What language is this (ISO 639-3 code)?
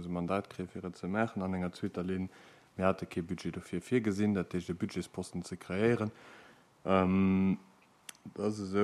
ltz